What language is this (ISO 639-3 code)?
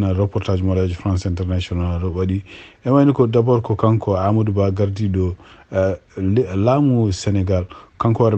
ful